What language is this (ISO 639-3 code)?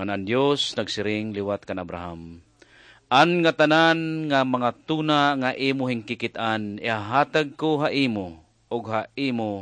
war